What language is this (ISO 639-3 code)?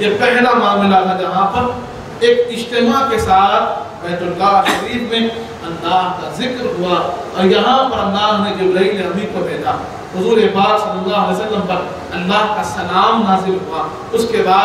urd